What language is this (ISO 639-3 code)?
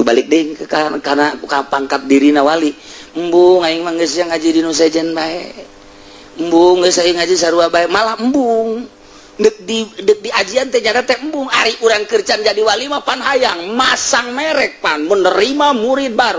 sun